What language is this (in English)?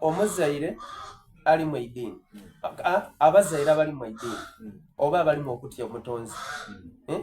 Soga